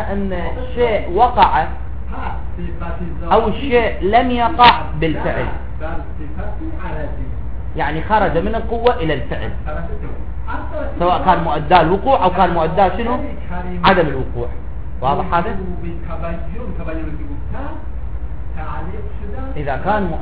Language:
Arabic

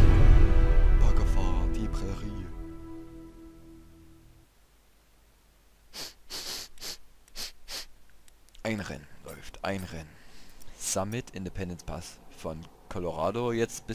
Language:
German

